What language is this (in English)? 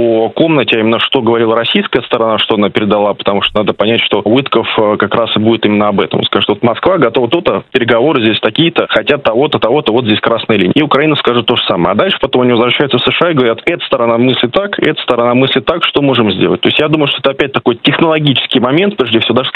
Russian